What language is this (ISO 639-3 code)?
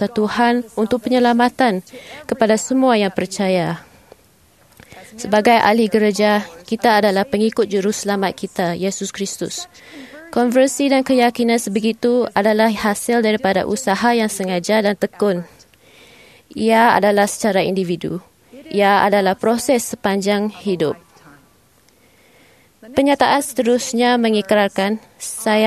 msa